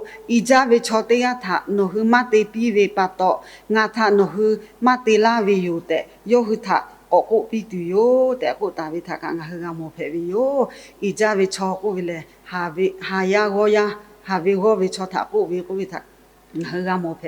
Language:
Lahu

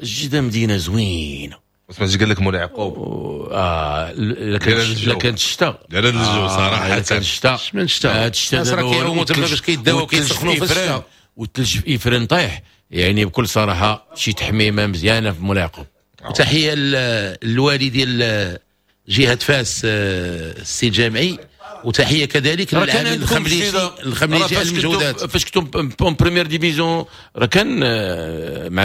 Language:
Moroccan Arabic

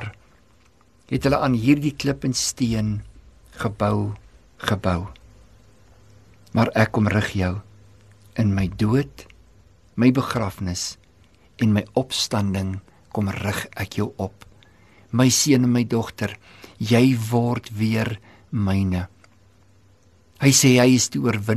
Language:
Afrikaans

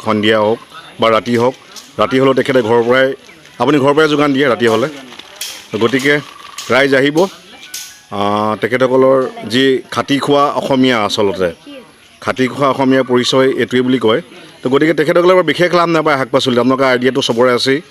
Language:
Assamese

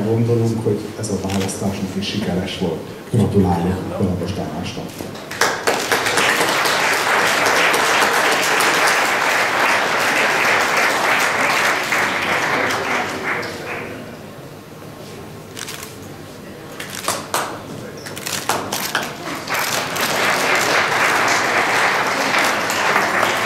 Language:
Hungarian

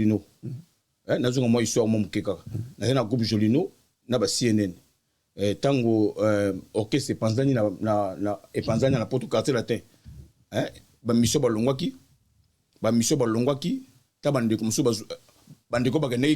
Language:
Lingala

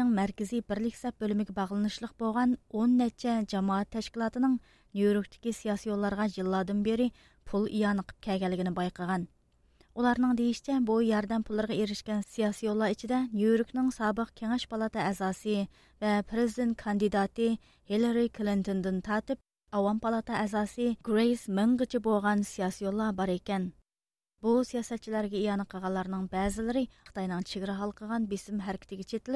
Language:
Uyghur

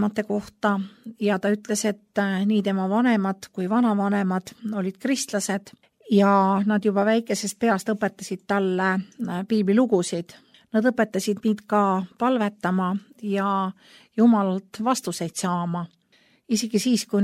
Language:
Estonian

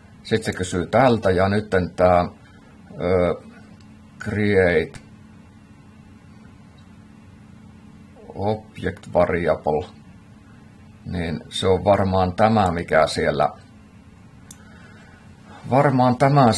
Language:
Finnish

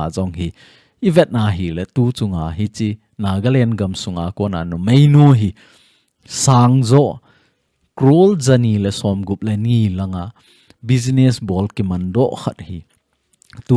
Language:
Thado Chin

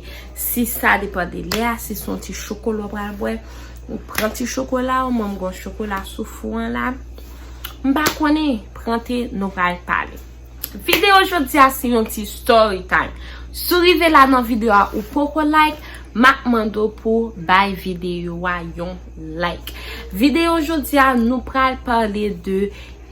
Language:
Haitian Creole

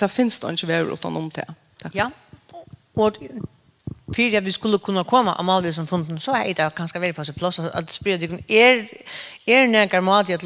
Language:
Faroese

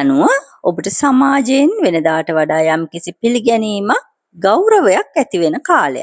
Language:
Sinhala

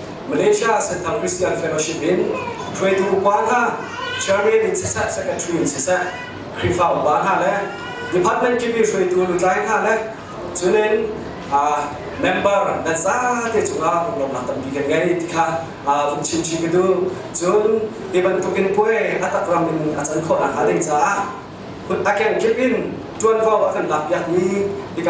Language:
Hakha Chin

